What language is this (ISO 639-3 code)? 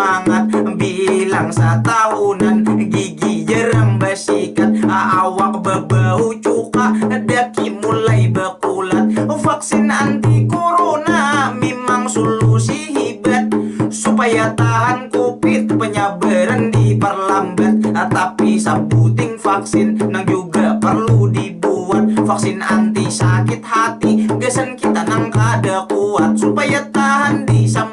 bjn